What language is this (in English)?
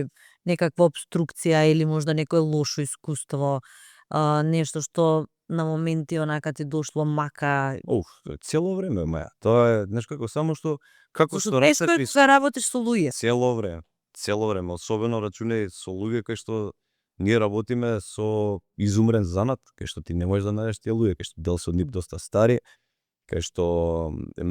Macedonian